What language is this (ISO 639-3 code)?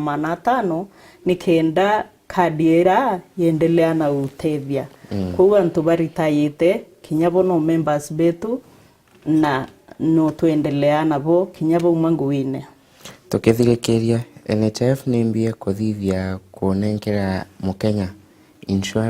mer